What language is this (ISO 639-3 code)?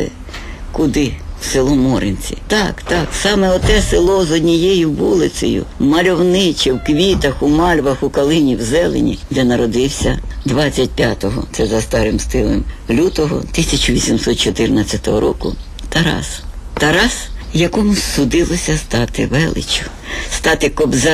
ukr